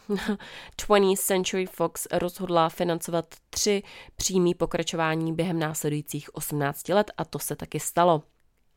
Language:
Czech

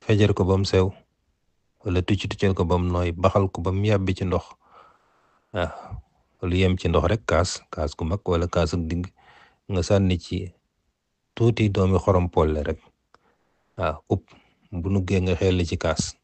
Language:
Wolof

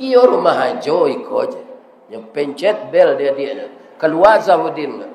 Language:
Minangkabau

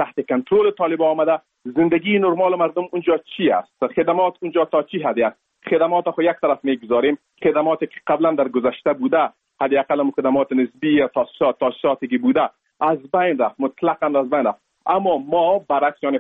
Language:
Persian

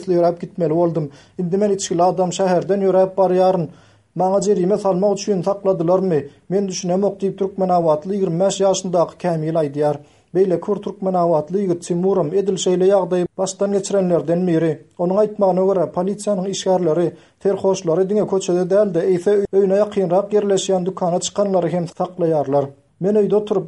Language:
Turkmen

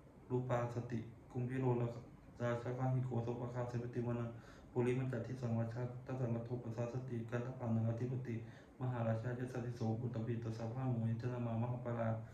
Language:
Pali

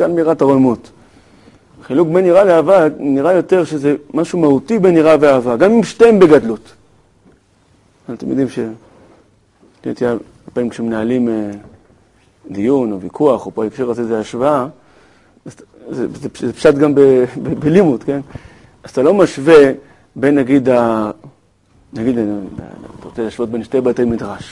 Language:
Hebrew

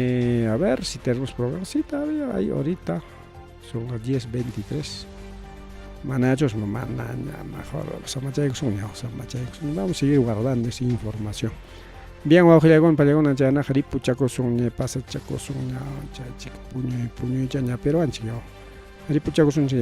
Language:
Ayacucho Quechua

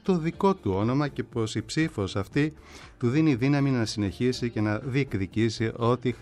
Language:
Greek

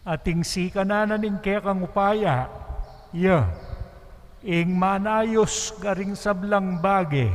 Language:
Pampanga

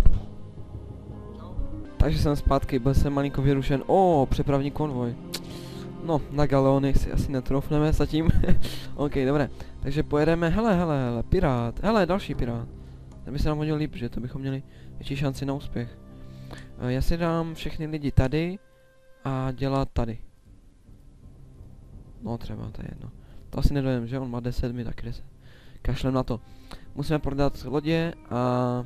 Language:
Czech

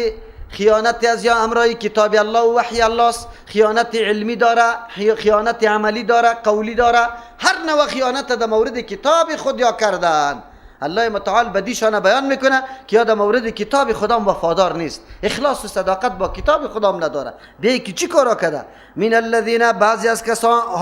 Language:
Persian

